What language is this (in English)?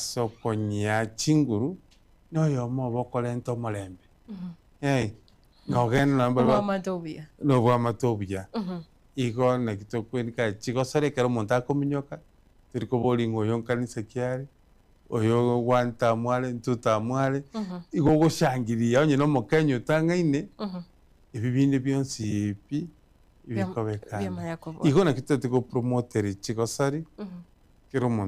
Gusii